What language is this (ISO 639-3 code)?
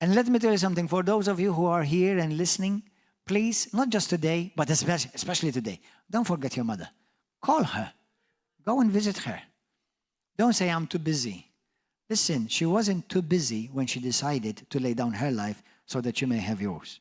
eng